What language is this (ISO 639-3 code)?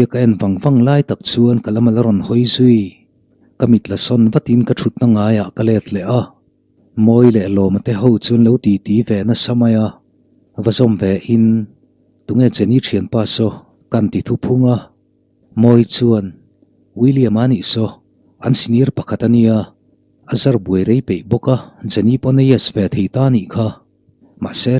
lus